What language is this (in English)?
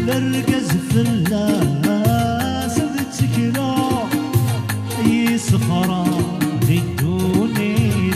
Kabyle